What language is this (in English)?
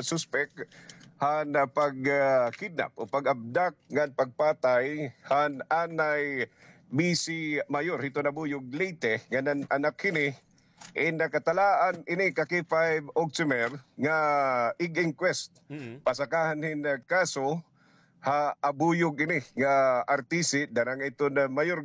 Waray